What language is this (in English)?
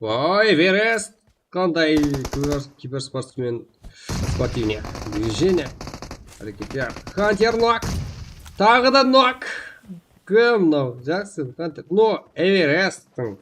Kara-Kalpak